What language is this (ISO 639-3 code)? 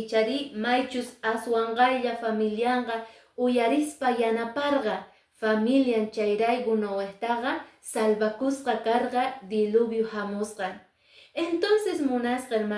que